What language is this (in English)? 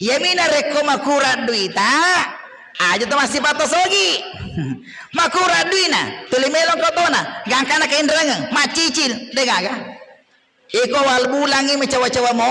Buginese